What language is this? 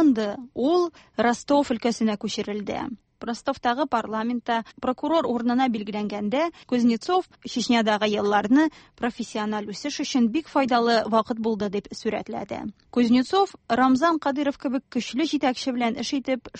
Tatar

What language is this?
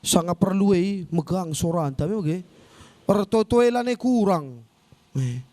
Batak Karo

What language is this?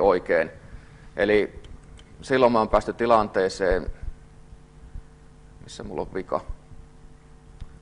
Finnish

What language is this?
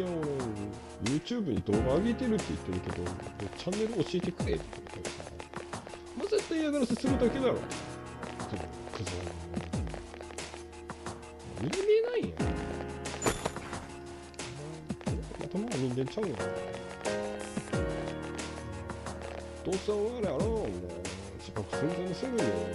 Japanese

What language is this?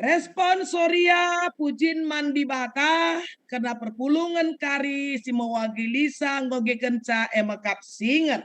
Batak Karo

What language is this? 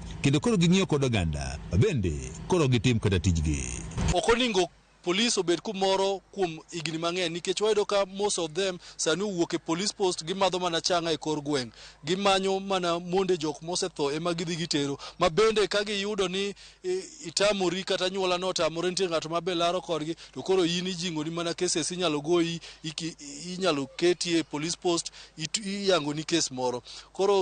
Luo (Kenya and Tanzania)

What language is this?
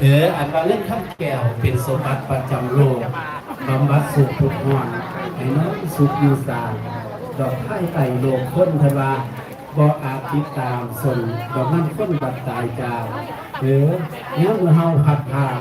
Northeastern Thai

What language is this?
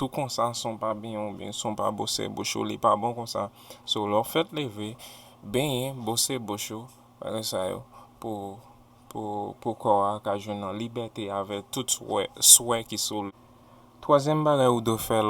Haitian Creole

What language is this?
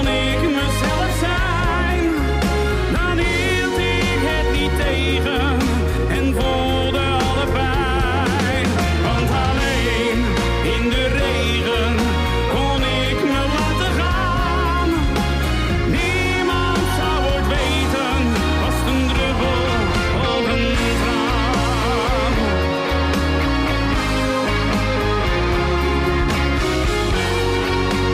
Dutch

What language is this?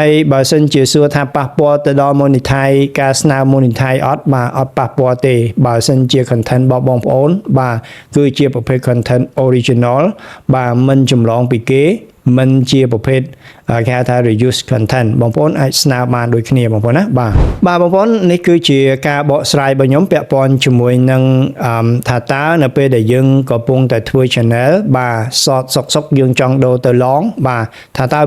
Khmer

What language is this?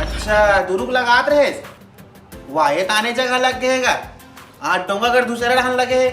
Chhattisgarhi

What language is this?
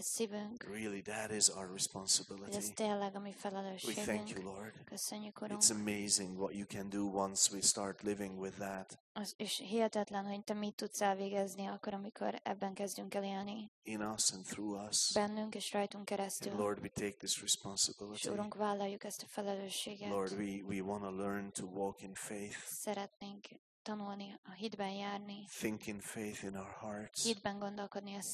Hungarian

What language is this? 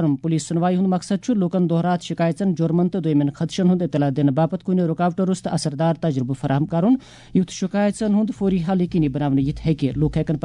Kashmiri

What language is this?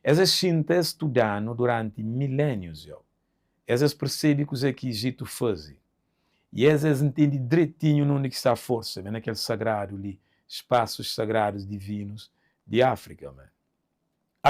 Kabuverdianu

